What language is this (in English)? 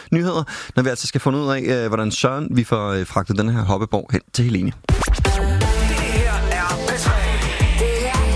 Danish